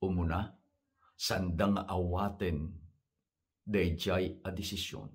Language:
Iloko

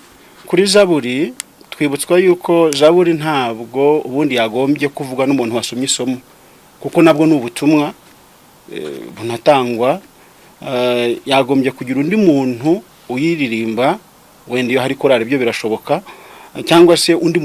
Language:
Kinyarwanda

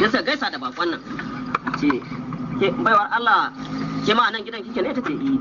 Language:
Hausa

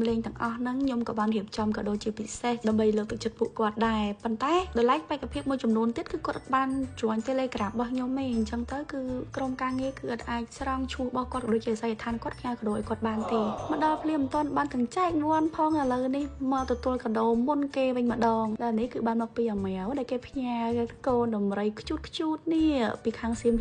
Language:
Khmer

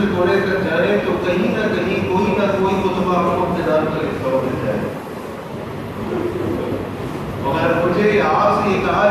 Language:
Urdu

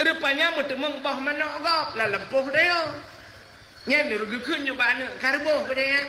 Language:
Achinese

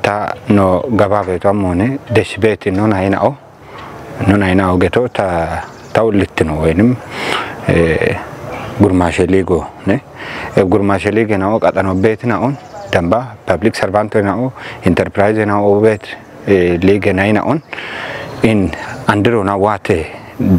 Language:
Kafa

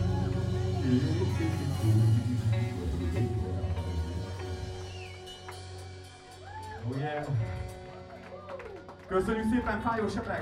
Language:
Hungarian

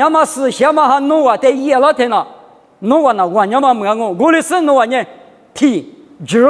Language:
Lisu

